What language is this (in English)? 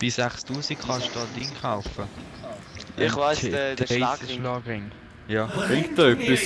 Swiss German